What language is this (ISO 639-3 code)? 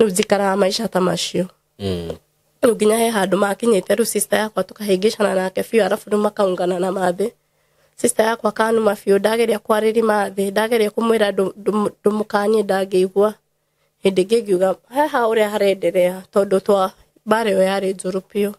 kik